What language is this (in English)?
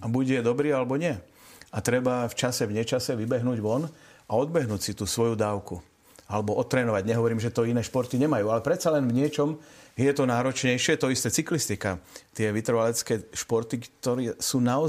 Slovak